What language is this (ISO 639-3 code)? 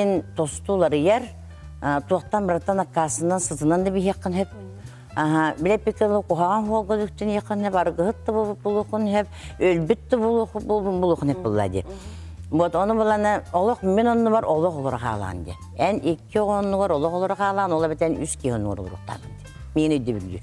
sah